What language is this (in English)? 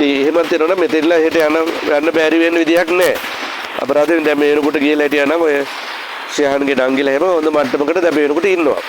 Sinhala